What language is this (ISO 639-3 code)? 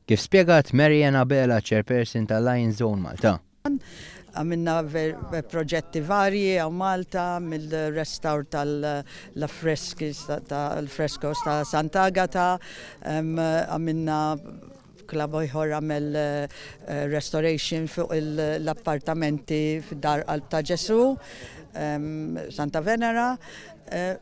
mlt